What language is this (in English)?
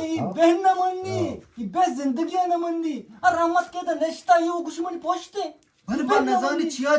Eastern Balochi